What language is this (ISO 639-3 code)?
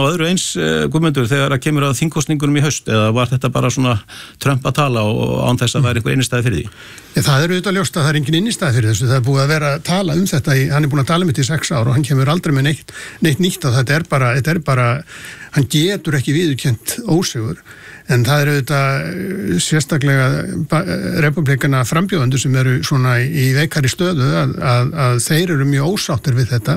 isl